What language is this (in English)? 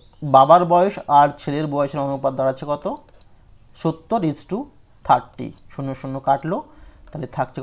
Bangla